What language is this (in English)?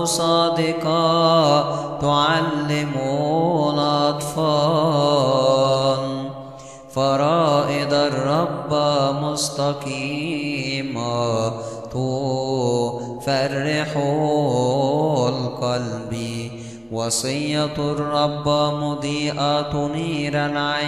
Arabic